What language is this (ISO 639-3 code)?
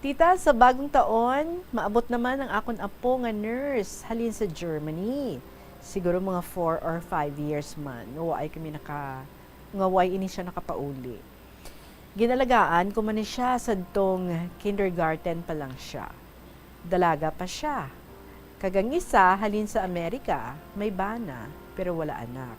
hil